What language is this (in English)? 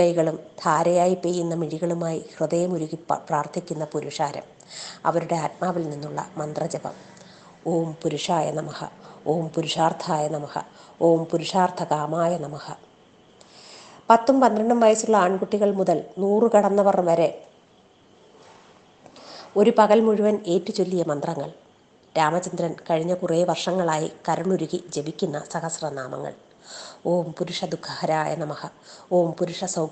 Malayalam